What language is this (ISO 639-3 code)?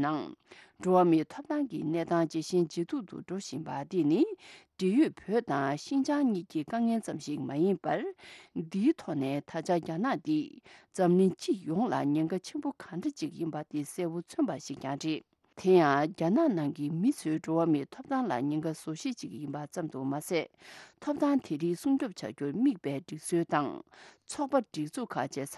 bod